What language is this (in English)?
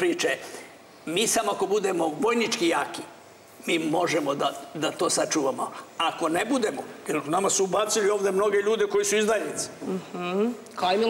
Serbian